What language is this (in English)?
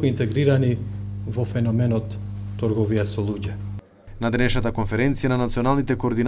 Macedonian